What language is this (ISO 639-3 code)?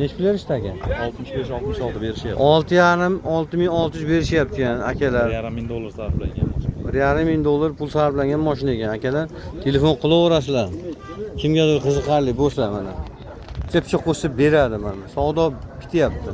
uzb